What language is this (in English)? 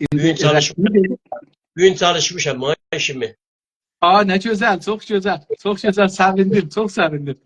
South Azerbaijani